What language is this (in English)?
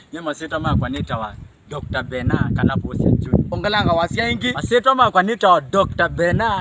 Kamba